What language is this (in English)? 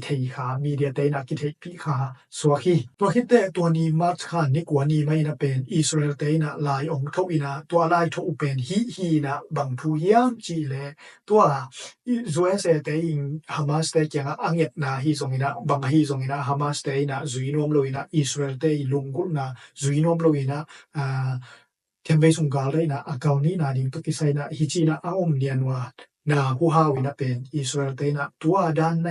Tedim Chin